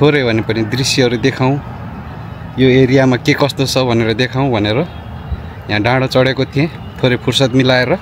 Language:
Nepali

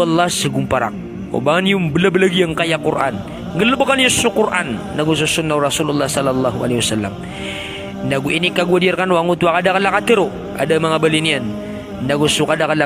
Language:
Maranao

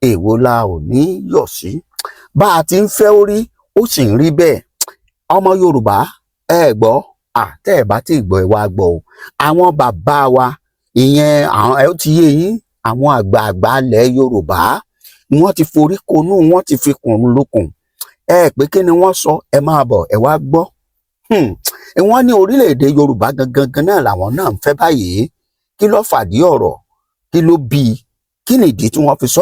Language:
Yoruba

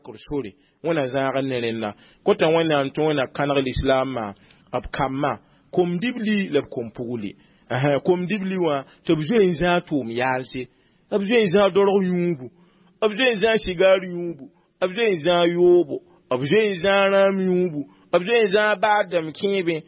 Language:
Mossi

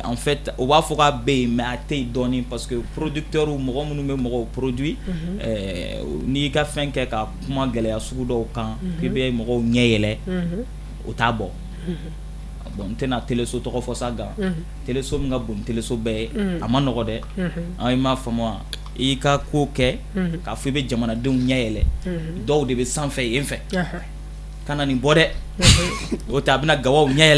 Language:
Bambara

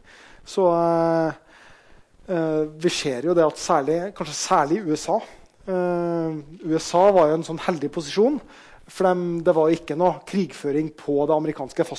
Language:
Norwegian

